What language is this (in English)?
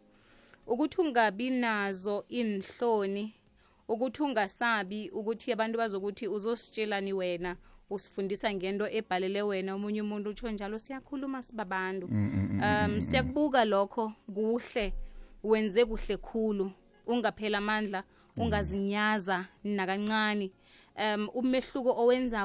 South Ndebele